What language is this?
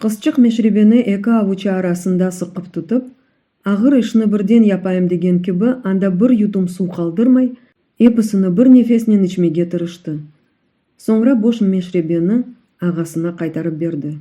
Crimean Tatar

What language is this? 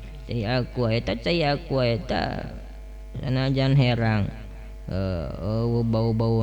Sundanese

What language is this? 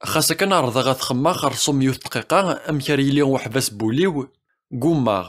Kabyle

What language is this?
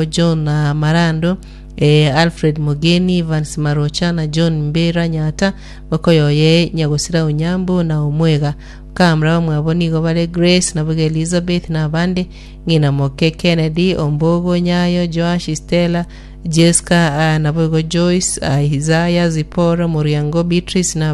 Gusii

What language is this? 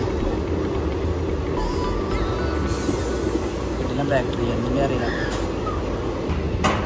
Malayalam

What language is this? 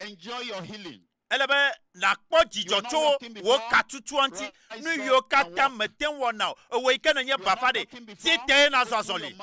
Ewe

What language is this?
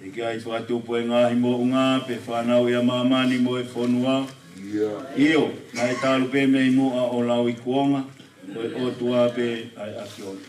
Tongan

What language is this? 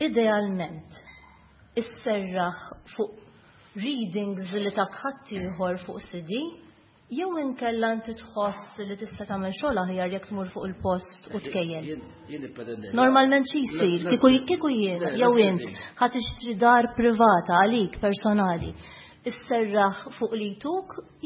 Maltese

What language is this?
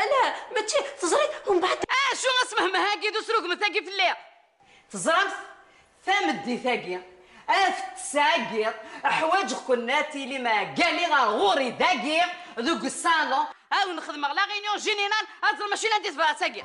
Kabyle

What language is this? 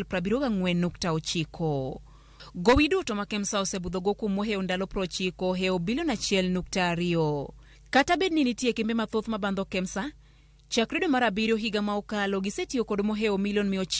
Luo (Kenya and Tanzania)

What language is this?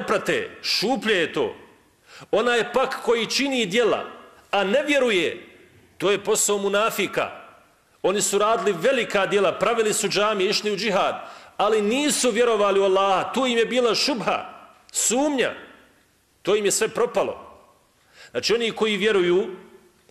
Bosnian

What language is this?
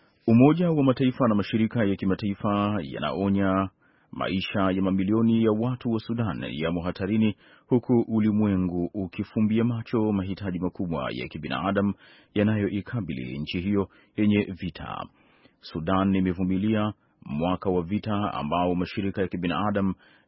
Swahili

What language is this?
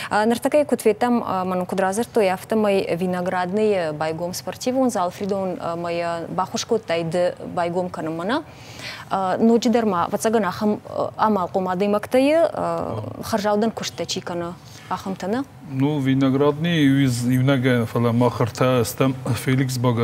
Ossetic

